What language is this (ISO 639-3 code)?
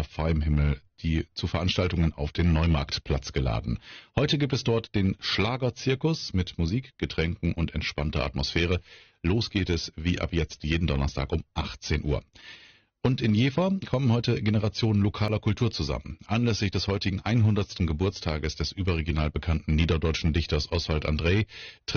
deu